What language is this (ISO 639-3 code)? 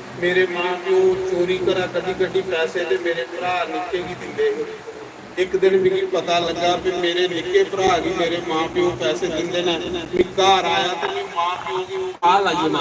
doi